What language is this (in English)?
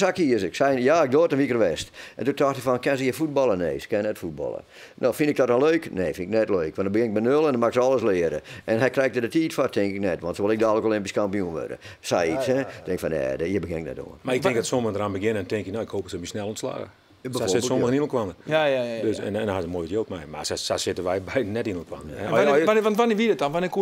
Western Frisian